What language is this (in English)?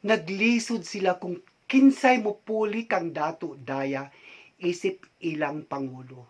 Cebuano